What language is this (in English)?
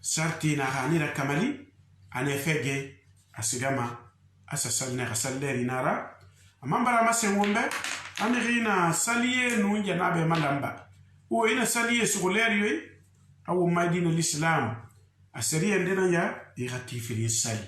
Susu